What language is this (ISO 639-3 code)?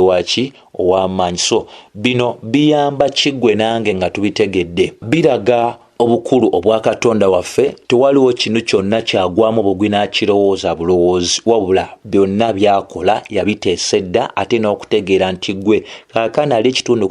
lug